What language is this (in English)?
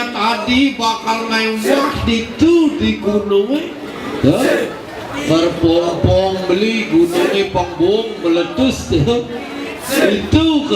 Balinese